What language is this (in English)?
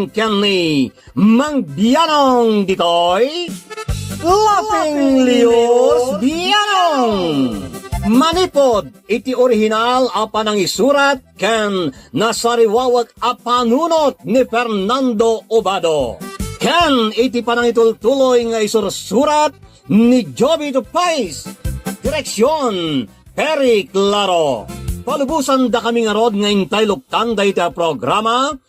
Iloko